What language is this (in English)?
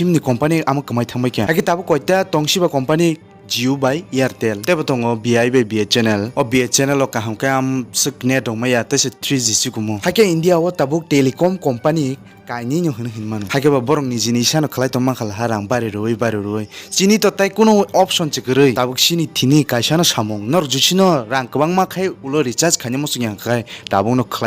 Kok Borok